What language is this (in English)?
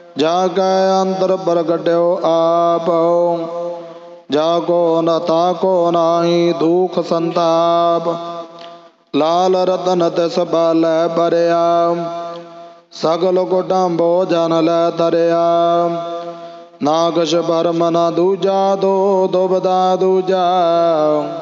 Punjabi